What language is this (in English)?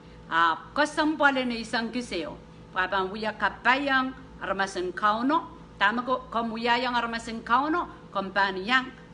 Pohnpeian